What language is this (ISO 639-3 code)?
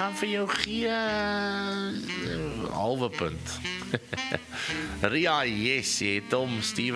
afr